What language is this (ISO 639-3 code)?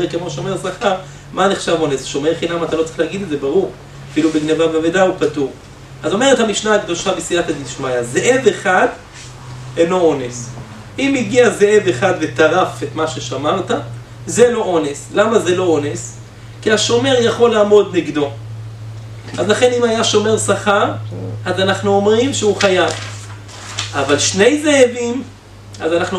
heb